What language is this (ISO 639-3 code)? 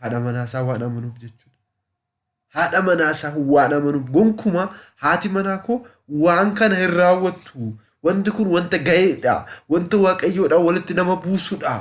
orm